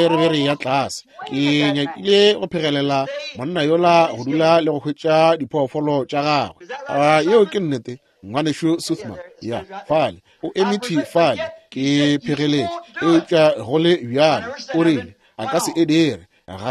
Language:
Northern Sotho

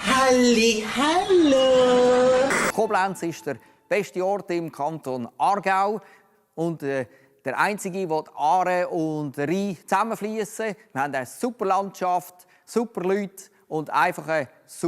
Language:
Swiss German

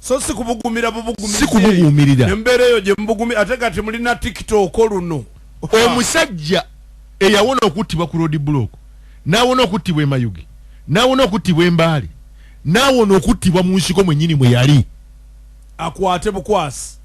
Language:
Ganda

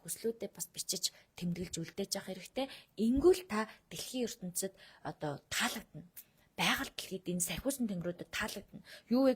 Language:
Mongolian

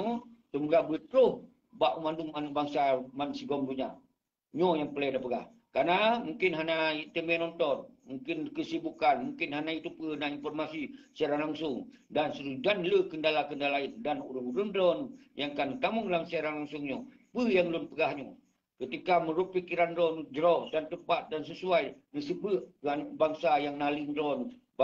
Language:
Achinese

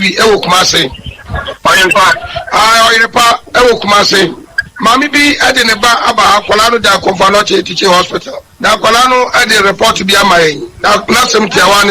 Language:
Akan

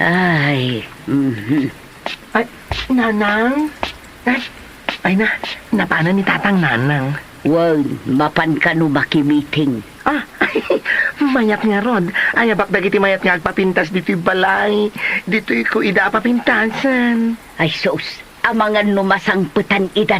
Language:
Iloko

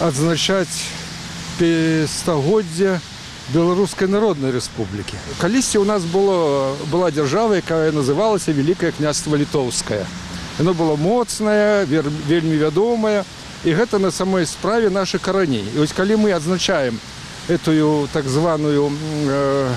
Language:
Belarusian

